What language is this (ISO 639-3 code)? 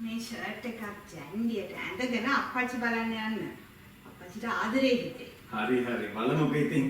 sin